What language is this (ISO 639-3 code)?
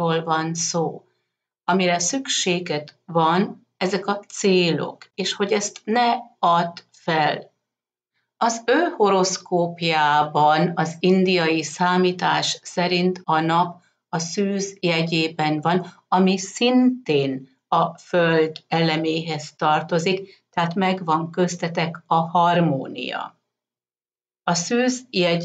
hun